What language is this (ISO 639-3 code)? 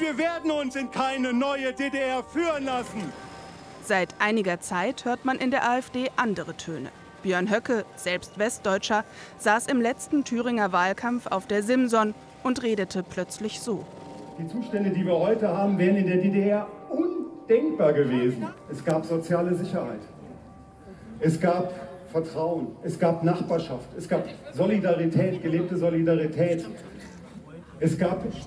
deu